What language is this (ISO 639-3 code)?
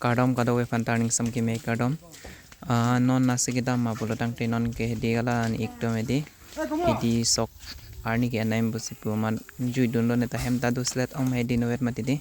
mjw